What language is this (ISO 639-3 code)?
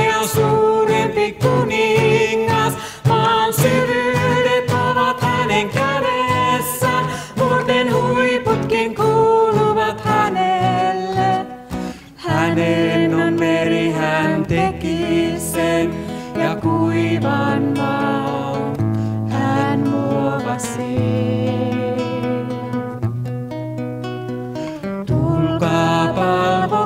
fin